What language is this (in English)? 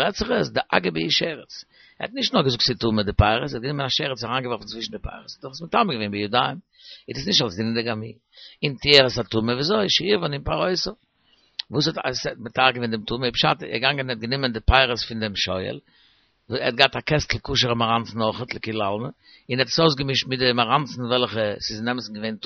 Yiddish